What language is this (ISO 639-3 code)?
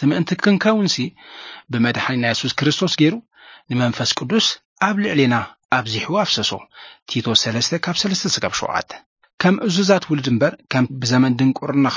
tir